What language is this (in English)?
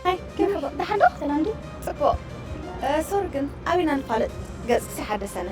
Tigrinya